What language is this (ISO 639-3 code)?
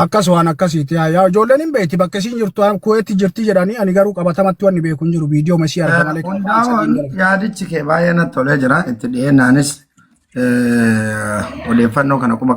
orm